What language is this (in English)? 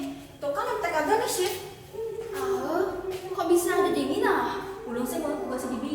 Balinese